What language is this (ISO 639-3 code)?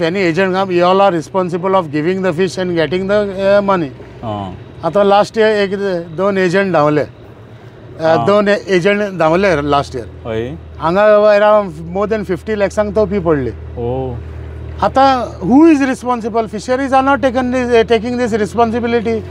kok